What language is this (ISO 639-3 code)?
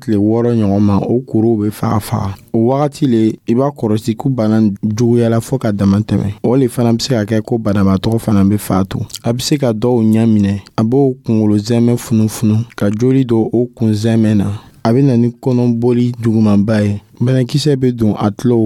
dyu